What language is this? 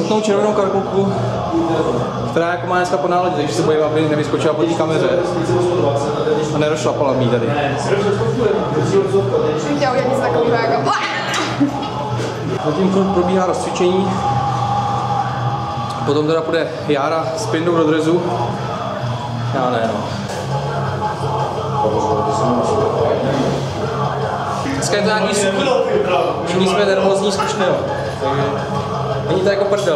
Czech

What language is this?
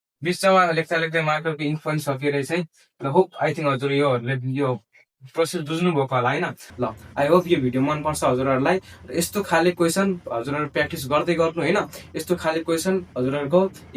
Nepali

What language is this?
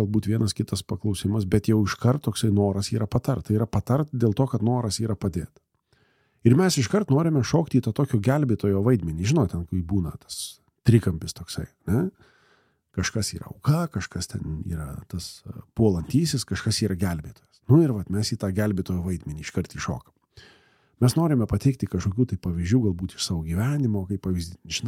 Lithuanian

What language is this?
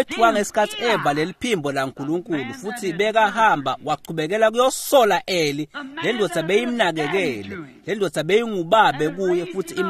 Swati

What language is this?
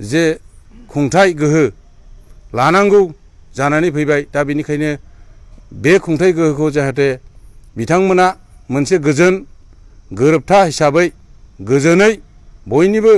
Bodo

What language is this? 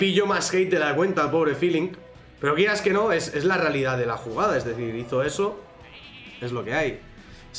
Spanish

